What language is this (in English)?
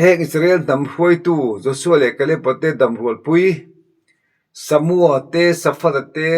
Mizo